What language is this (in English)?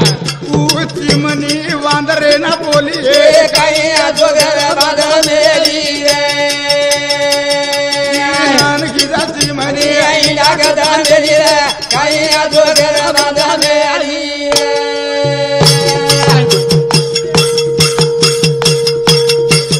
Lambadi